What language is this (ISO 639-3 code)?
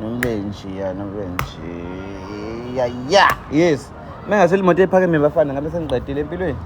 zul